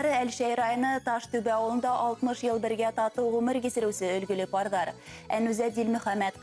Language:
Bashkir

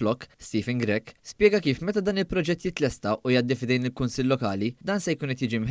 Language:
Maltese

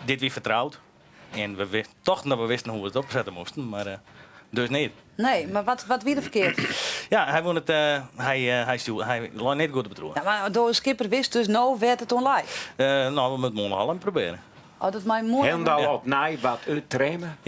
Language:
Western Frisian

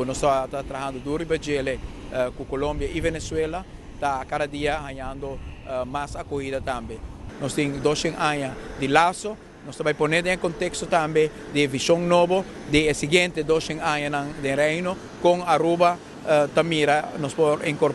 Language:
Papiamento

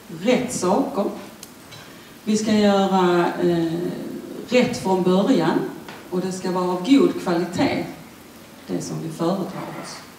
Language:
Swedish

